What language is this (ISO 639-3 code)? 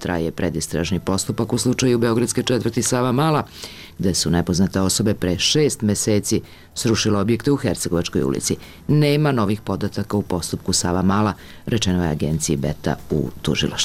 srp